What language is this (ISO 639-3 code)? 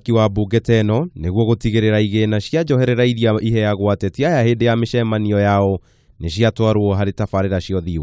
kik